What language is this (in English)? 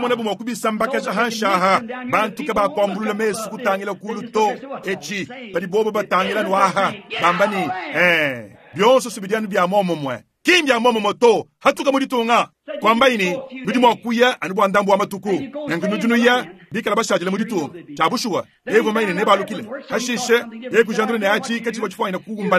Luba-Lulua